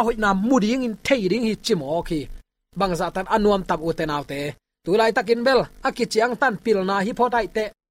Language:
Tedim Chin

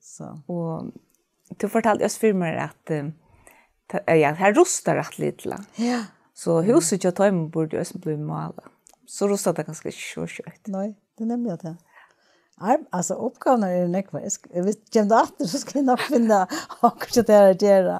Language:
Faroese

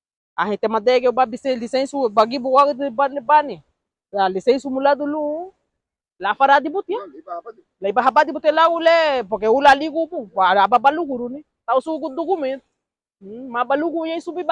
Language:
Garifuna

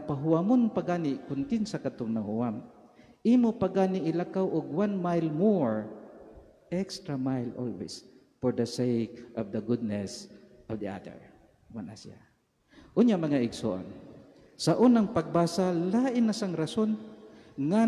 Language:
Cebuano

